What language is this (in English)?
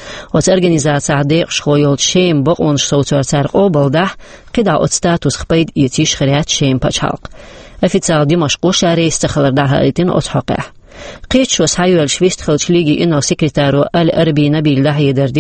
Chechen